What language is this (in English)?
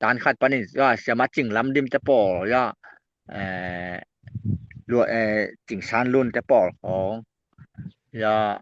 Tedim Chin